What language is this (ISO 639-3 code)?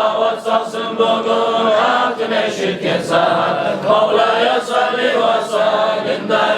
kum